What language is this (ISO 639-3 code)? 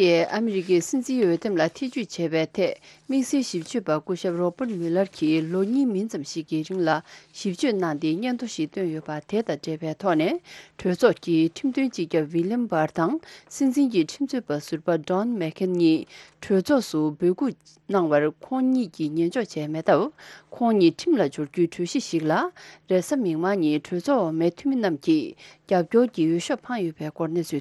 bod